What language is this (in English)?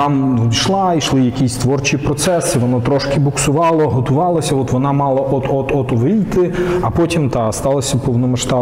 Ukrainian